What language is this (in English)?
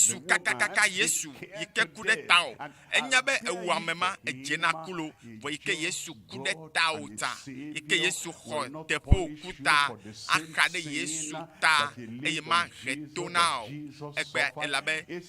Ewe